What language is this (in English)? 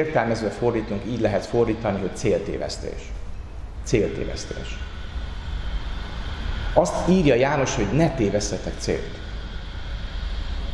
Hungarian